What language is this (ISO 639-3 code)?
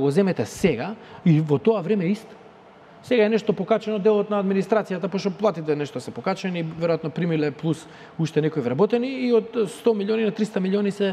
mkd